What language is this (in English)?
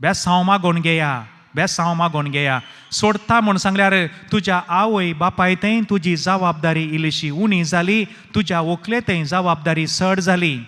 Konkani